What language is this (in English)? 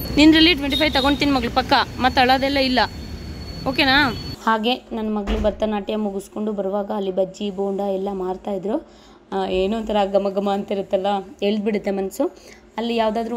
Kannada